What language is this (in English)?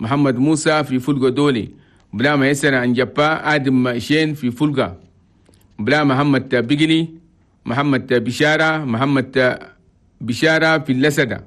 Chadian Arabic